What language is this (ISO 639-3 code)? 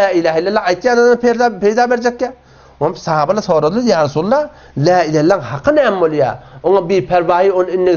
tuk